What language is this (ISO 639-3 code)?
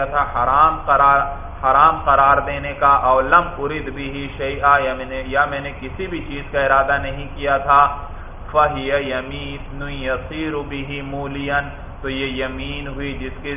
urd